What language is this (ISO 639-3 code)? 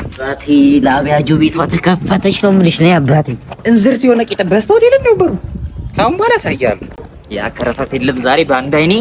amh